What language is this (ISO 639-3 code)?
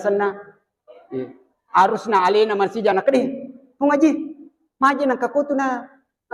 bug